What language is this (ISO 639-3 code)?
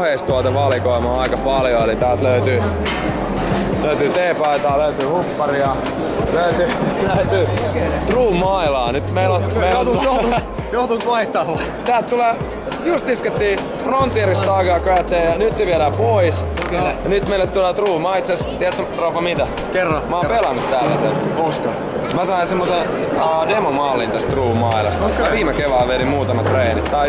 fin